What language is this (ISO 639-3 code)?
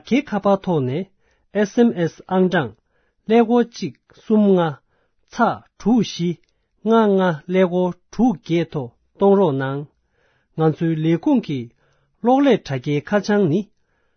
bod